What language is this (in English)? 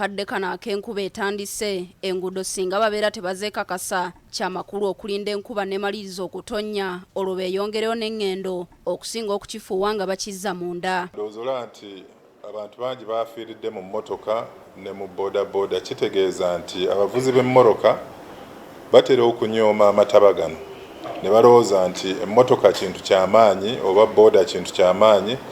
Ganda